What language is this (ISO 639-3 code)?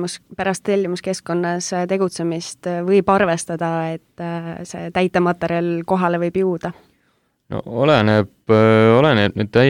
est